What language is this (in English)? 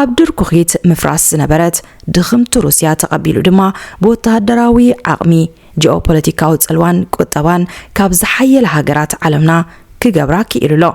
Tigrinya